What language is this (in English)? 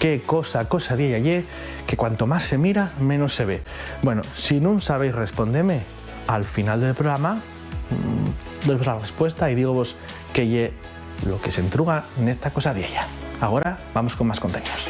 Asturian